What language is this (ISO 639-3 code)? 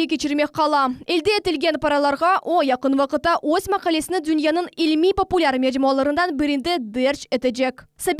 crh